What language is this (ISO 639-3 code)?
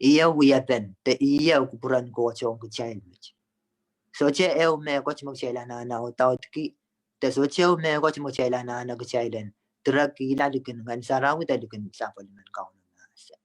pon